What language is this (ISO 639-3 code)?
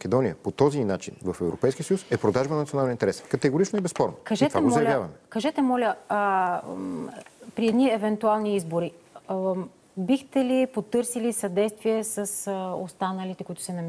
bul